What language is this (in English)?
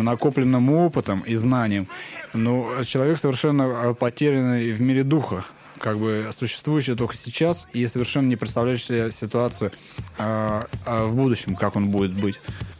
Russian